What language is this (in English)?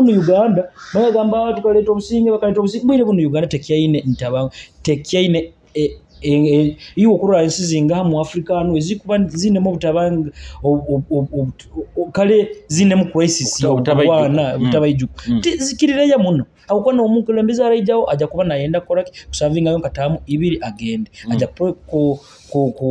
Nyoro